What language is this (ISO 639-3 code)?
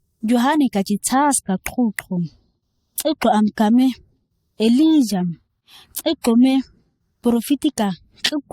gnk